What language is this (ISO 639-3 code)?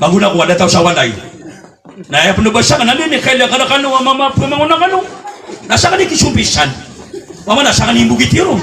mrw